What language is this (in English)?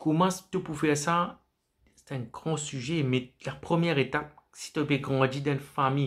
Morisyen